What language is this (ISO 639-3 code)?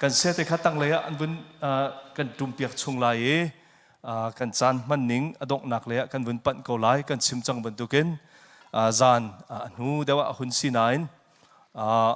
cnh